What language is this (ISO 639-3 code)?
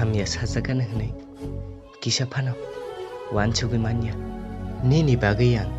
trp